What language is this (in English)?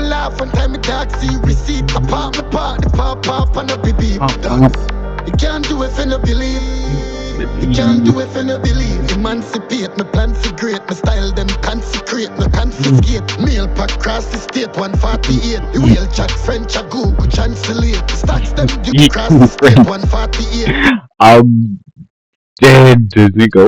Jamaican Creole English